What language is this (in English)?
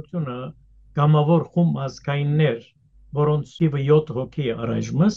Western Armenian